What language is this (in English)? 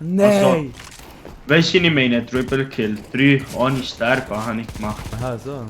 Swiss German